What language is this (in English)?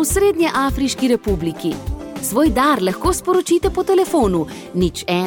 Slovenian